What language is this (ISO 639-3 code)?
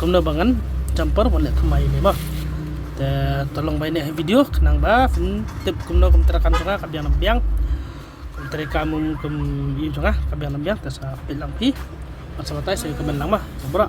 kha